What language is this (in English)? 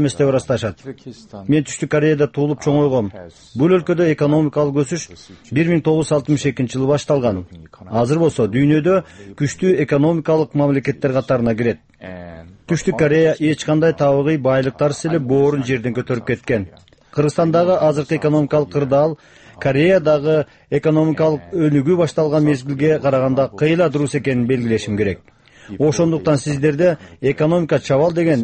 Kyrgyz